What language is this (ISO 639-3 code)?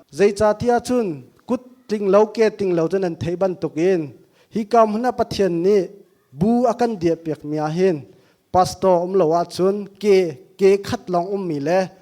cnh